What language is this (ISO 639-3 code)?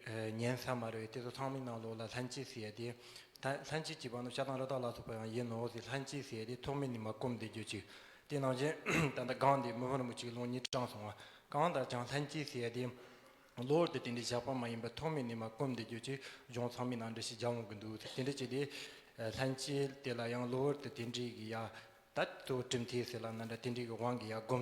bod